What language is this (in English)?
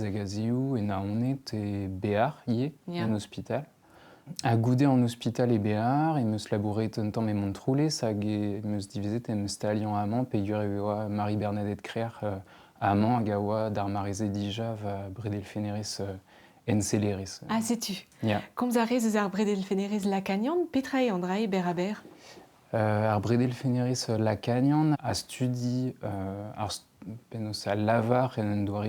Breton